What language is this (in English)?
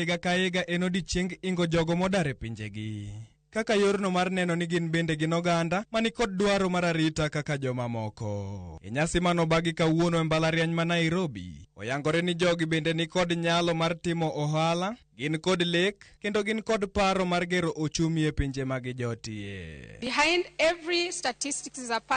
Luo (Kenya and Tanzania)